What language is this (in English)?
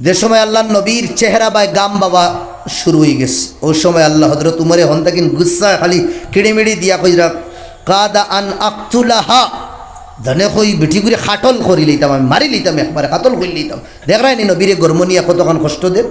Sylheti